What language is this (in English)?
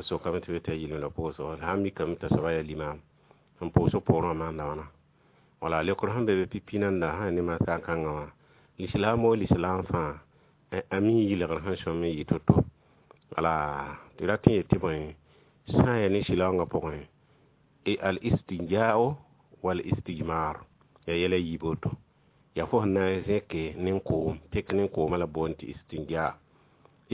Mossi